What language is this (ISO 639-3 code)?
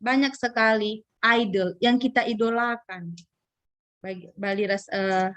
btx